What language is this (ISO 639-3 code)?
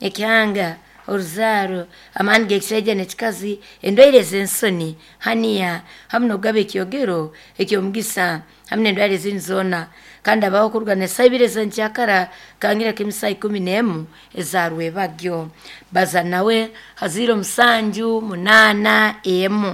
nyo